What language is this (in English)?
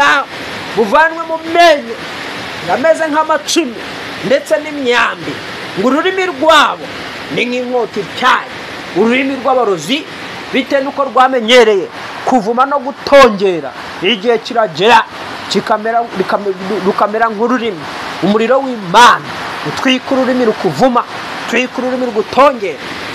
Kinyarwanda